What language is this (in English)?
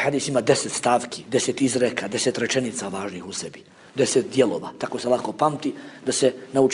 Bosnian